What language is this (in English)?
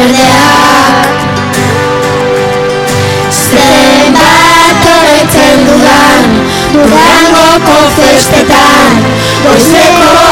Basque